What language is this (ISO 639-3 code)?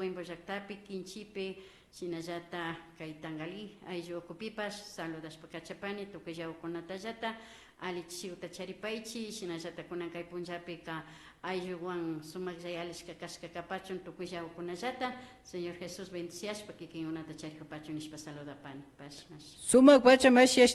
qvi